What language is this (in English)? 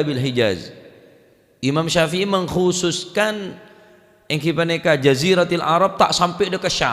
Madurese